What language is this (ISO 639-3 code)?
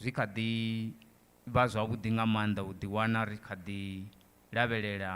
ven